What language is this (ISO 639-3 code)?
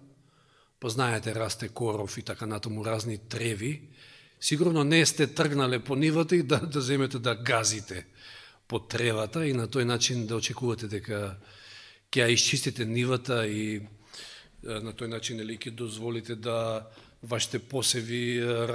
mkd